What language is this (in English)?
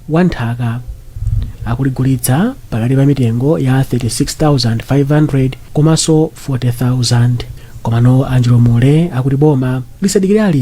Nyanja